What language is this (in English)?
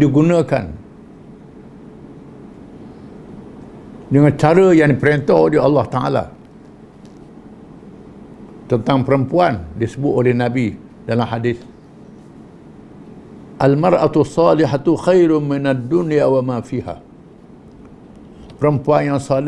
Malay